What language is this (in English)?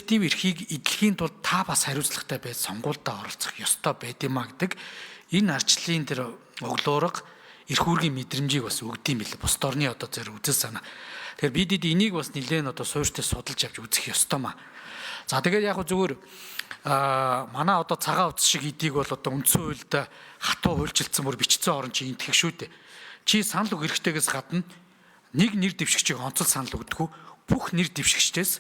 Mongolian